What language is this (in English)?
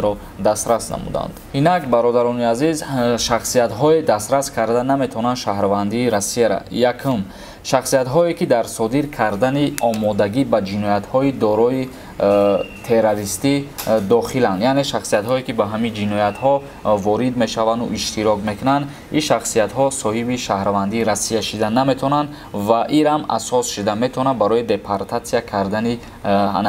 Tajik